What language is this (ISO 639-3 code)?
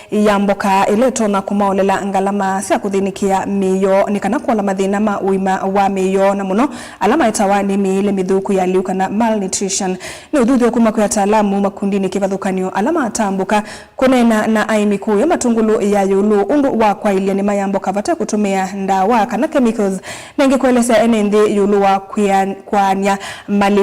kam